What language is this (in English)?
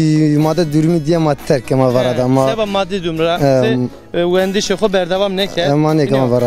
Zaza